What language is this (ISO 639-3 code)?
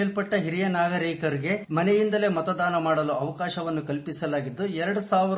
kan